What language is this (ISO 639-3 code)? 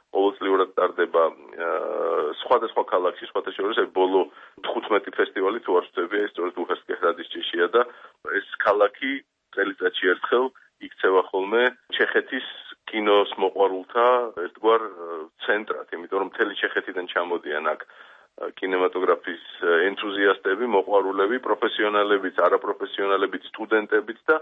kat